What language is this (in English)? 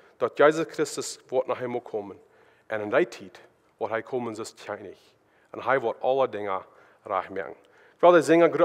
Plautdietsch